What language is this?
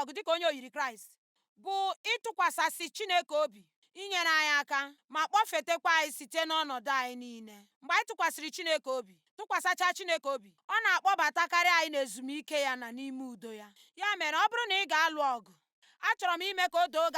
Igbo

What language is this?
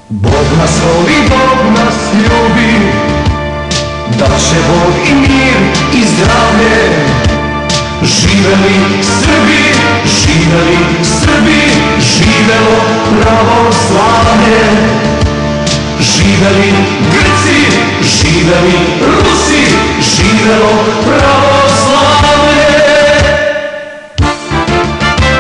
Serbian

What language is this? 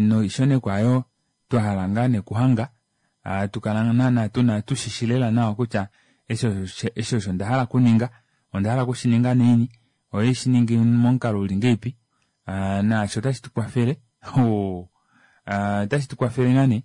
Kuanyama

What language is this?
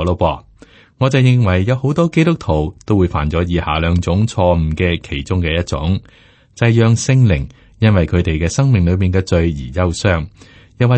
Cantonese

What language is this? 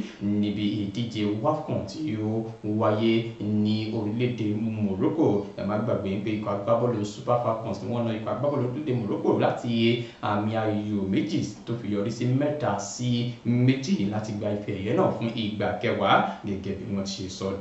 Yoruba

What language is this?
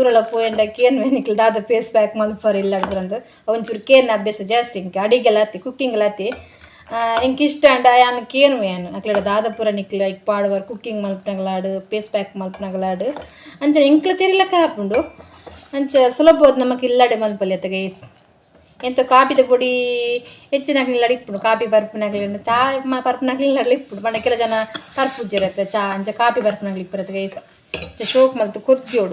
Tulu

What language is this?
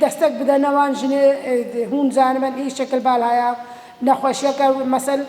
Kurdish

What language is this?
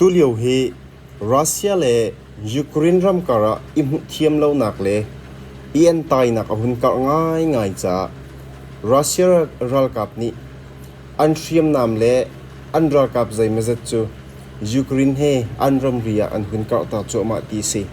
Hakha Chin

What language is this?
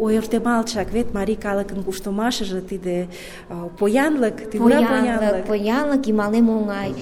Mari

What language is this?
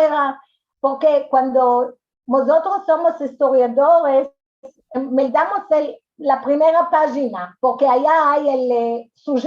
Ladino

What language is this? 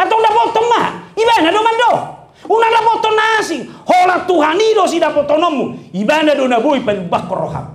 Batak Toba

